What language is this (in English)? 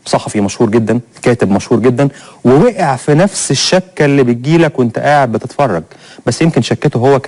Egyptian Arabic